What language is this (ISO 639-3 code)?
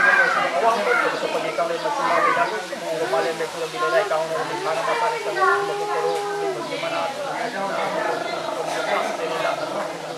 msa